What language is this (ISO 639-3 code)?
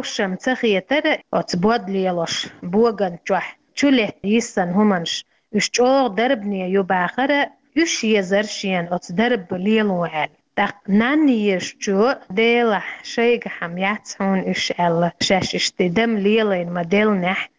che